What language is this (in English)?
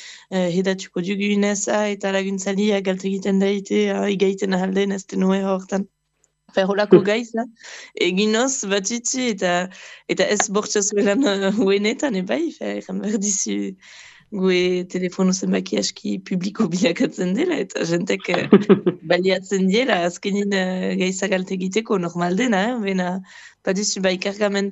Basque